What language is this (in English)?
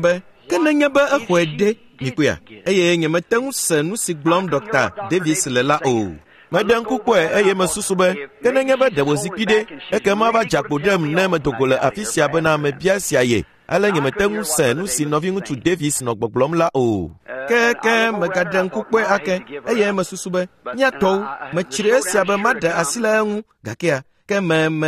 Ewe